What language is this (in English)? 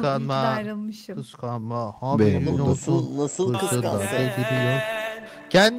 Turkish